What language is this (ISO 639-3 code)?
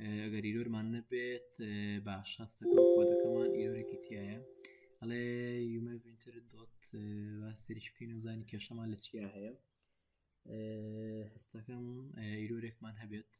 ckb